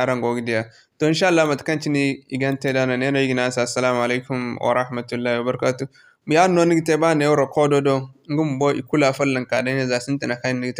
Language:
Zarma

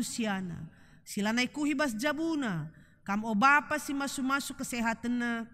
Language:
Batak Karo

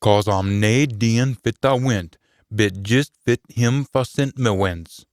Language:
Scots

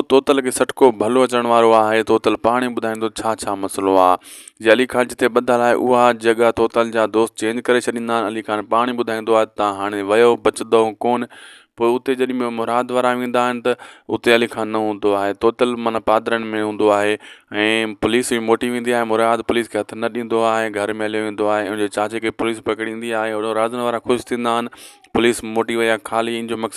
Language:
Sindhi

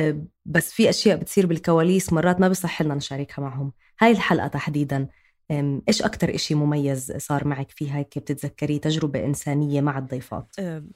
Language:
North Levantine Arabic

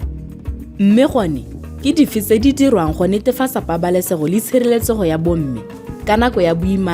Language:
Tswana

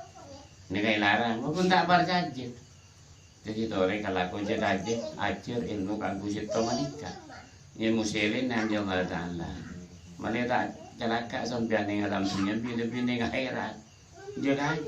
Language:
Madurese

